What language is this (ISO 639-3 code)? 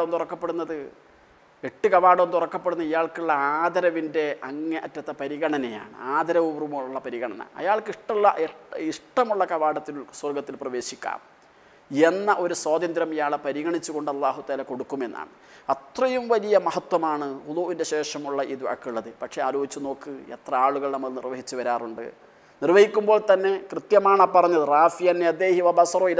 mal